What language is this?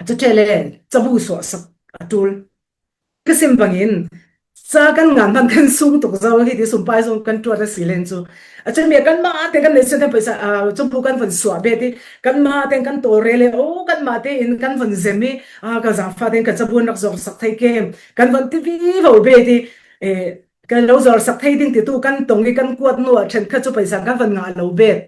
Falam Chin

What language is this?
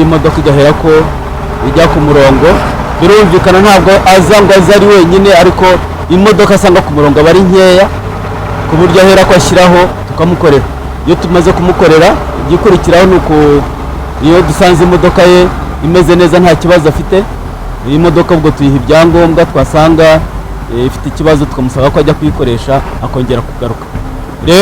Kinyarwanda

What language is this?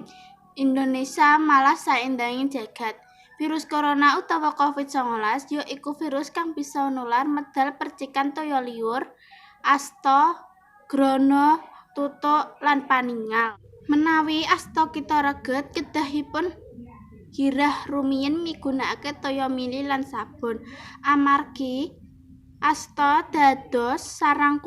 Javanese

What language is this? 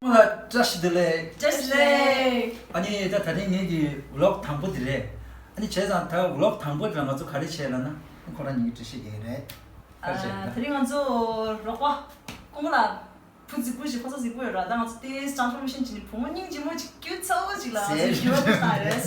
Tibetan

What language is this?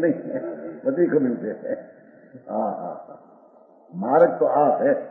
Gujarati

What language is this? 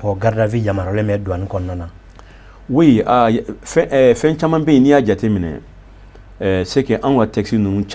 Bambara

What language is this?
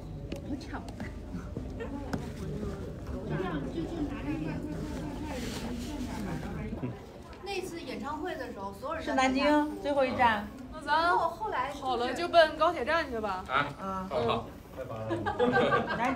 Chinese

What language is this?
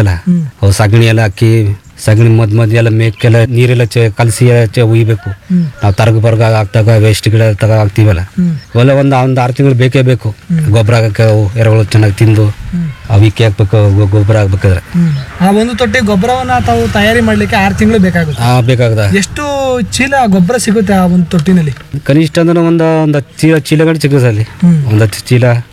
Kannada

